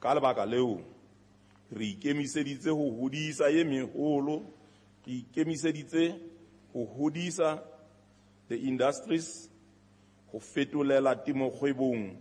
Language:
Southern Sotho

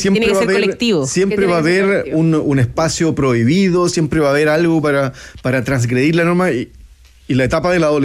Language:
Spanish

